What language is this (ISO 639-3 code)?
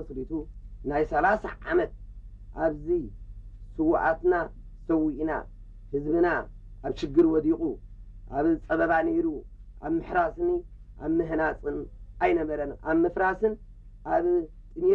tir